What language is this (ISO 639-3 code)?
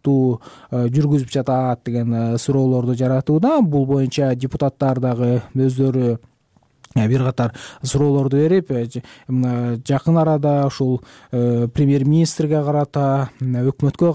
kir